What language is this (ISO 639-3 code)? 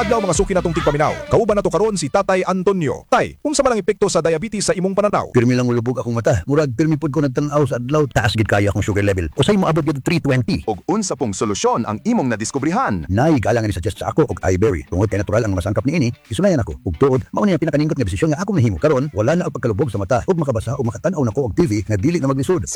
ceb